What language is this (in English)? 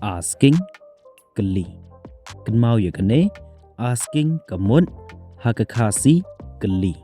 Khasi